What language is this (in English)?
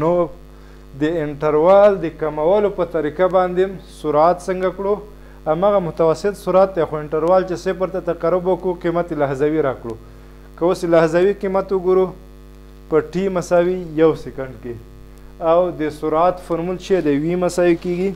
Pashto